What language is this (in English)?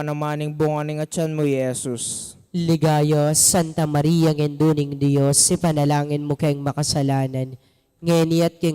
Pampanga